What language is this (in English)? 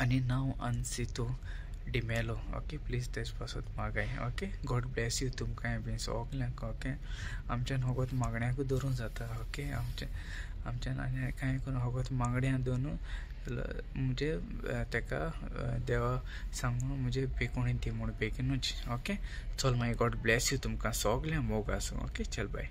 Konkani